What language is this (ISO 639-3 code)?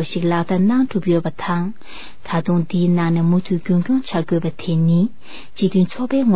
bod